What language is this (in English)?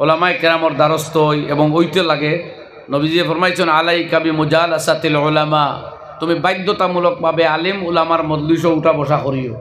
Sylheti